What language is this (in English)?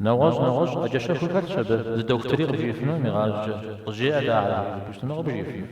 Kabardian